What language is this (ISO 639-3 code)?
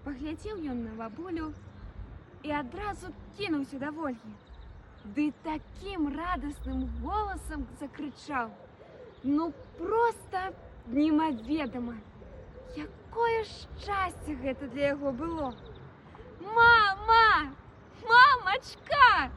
bel